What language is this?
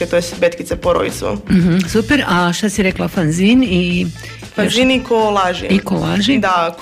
Croatian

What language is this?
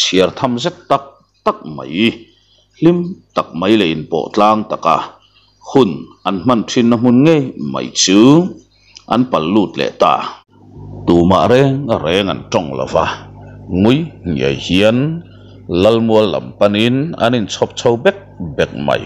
Mizo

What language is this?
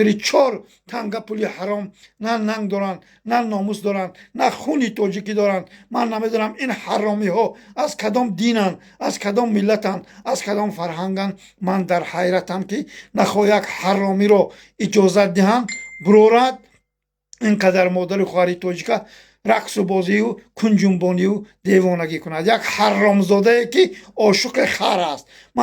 Tajik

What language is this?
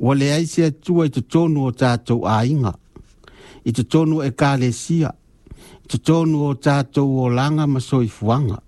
Samoan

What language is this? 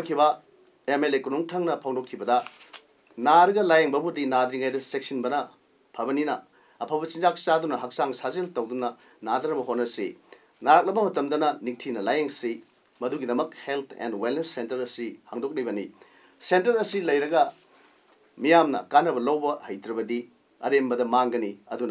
Manipuri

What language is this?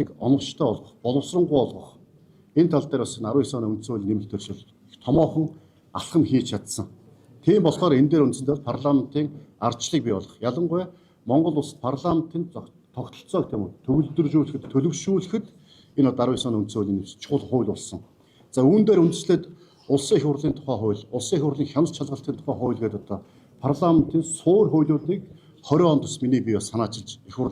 Mongolian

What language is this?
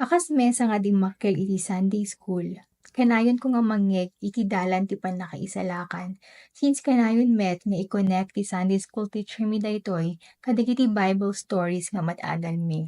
Iloko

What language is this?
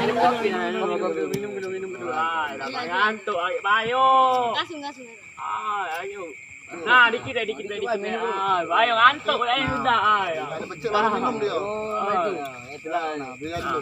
Musi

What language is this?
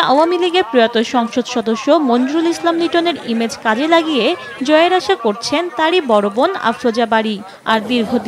Bangla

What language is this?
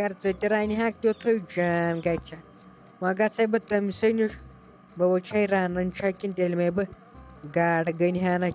Kashmiri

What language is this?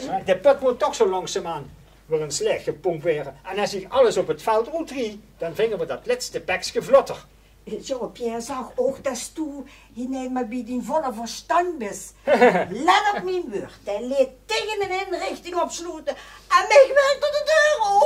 Limburgish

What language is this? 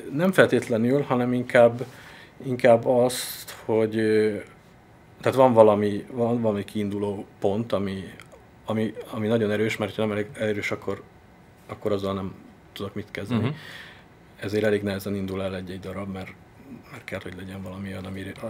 Hungarian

